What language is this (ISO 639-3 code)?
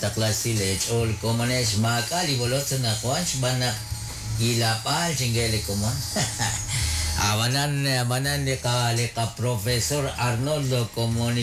kek